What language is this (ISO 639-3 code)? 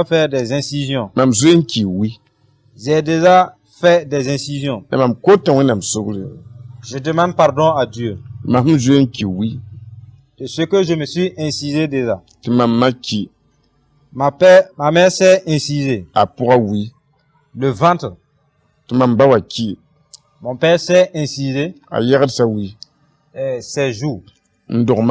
mos